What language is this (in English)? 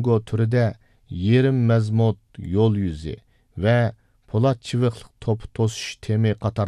Uyghur